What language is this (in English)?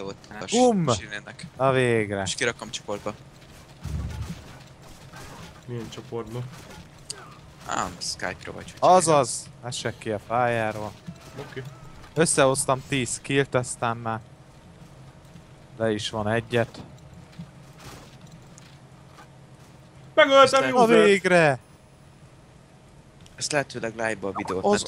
Hungarian